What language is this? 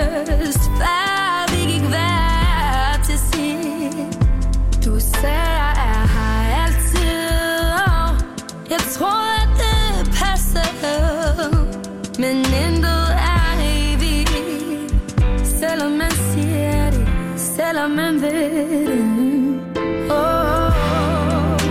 Danish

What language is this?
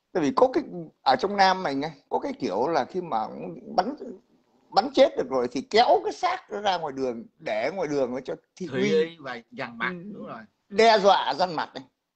Vietnamese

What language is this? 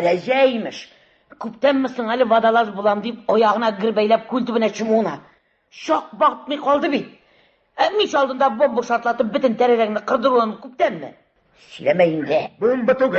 Tatar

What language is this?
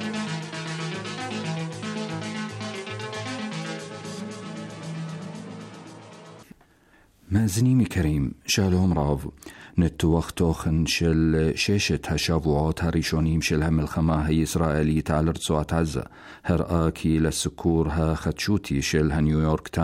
Hebrew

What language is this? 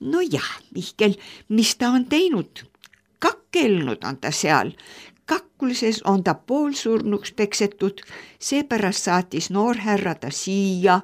Estonian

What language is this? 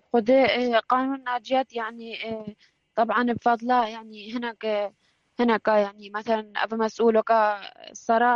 Kurdish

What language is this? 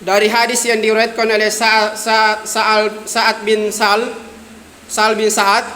Makasar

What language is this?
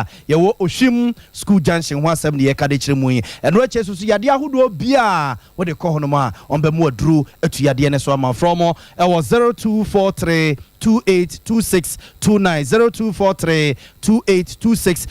Akan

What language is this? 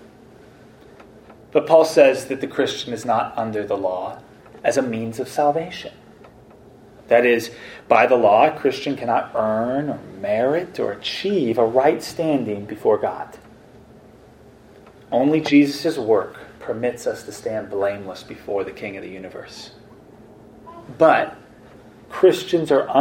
English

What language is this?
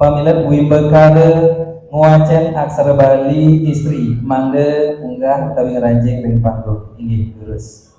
Balinese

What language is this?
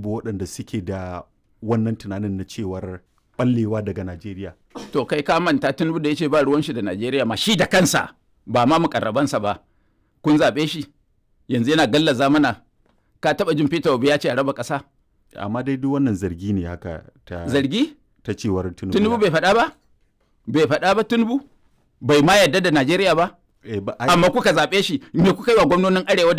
Hausa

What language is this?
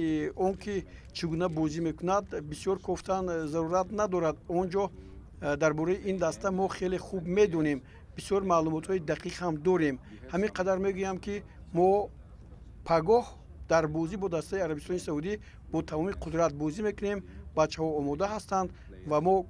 Tajik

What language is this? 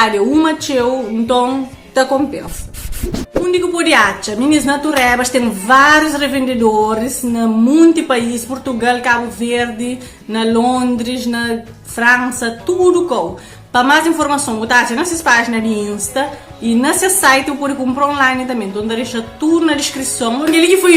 Kabuverdianu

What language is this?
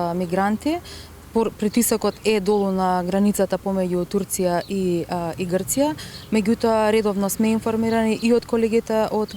Macedonian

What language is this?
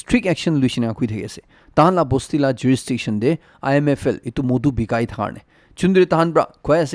Naga Pidgin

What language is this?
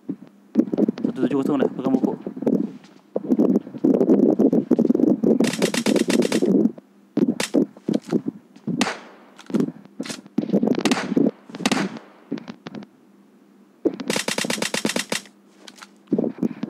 Malay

